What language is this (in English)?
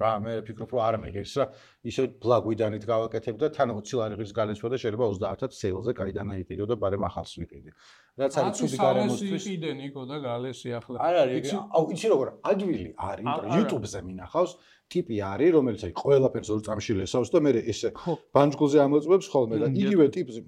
Georgian